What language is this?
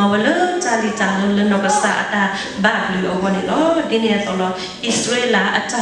S'gaw Karen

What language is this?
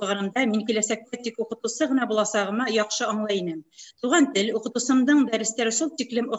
Bashkir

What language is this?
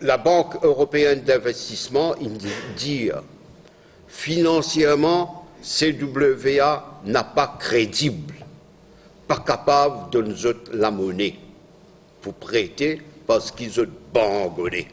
Morisyen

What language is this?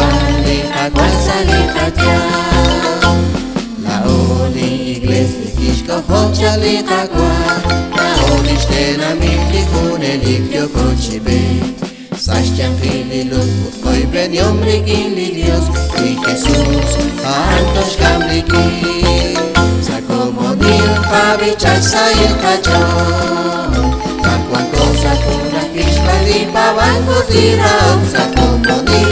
Kekchí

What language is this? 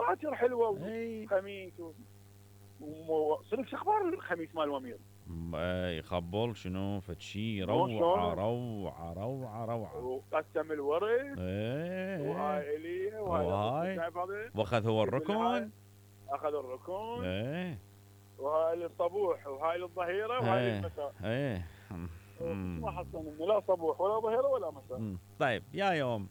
Mesopotamian Arabic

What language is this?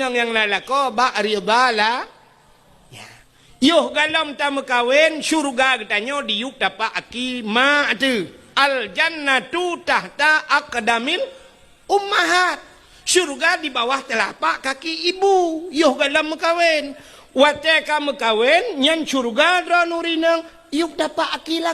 Achinese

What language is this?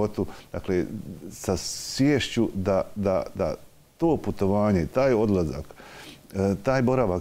Bosnian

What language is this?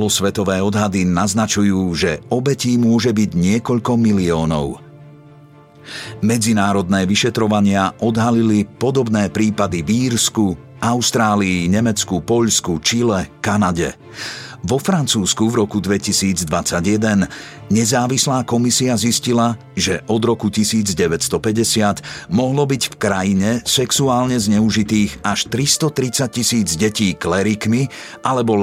Slovak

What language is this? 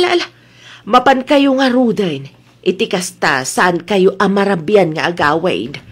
Iloko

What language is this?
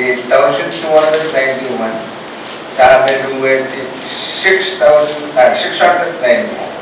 Pohnpeian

